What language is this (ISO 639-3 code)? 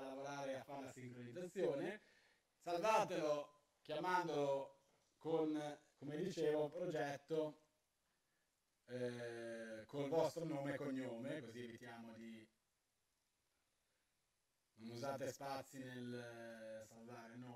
ita